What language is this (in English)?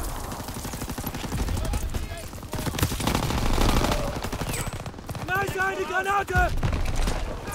German